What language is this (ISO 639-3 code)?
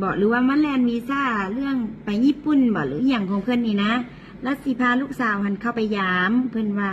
tts